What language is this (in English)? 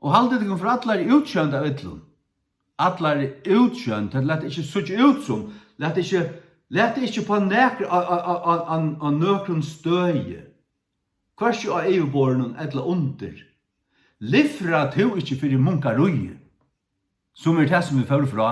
Faroese